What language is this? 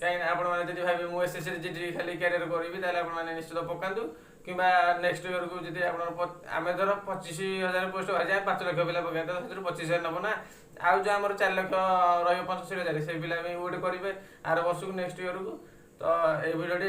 Odia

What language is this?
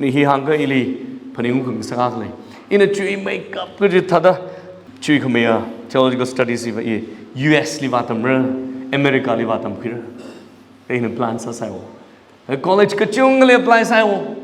Tangkhul Naga (India)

